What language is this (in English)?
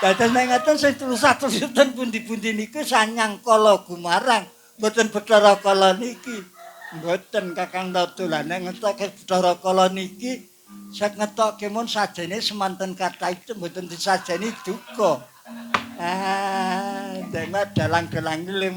Javanese